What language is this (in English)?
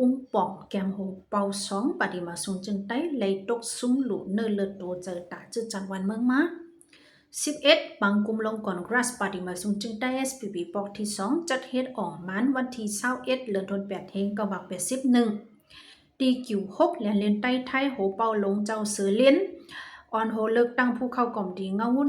Shan